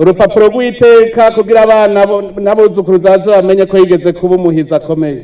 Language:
Rundi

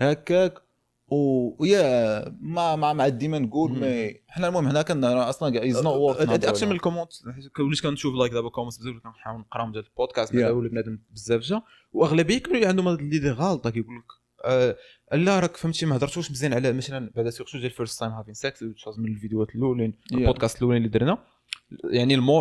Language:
Moroccan Arabic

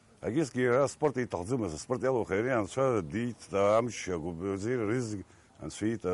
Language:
Abkhazian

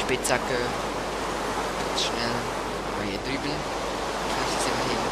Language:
Swiss German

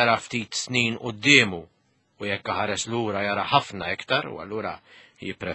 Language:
Maltese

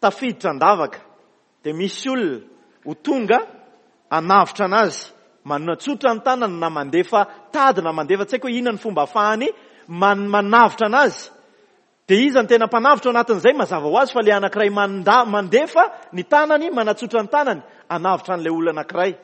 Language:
Malagasy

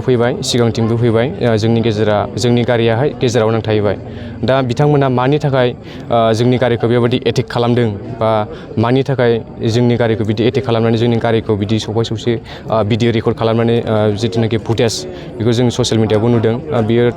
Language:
Bodo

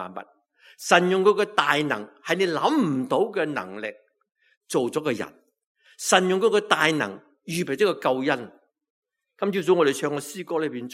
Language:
Cantonese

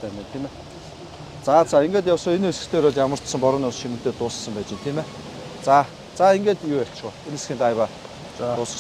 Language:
Mongolian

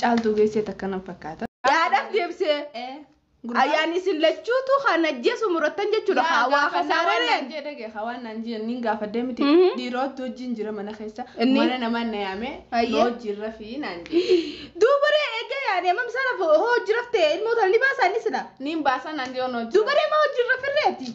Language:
Oromo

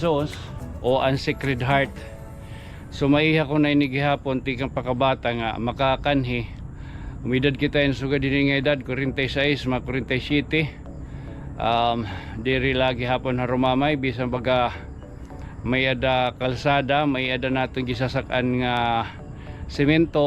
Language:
Waray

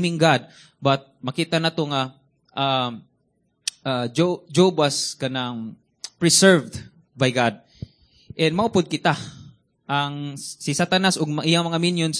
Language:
Cebuano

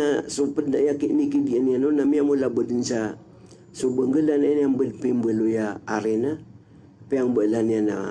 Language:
Maranao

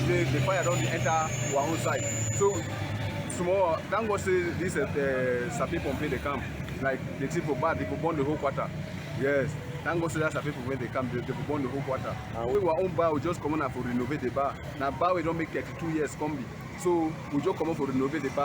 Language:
Cameroon Pidgin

